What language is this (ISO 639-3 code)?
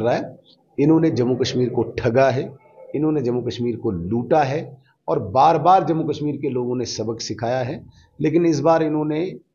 hin